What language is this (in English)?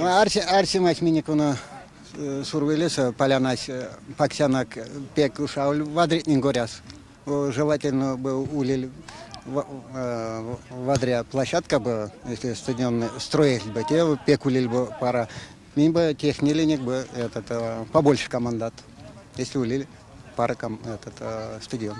Erzya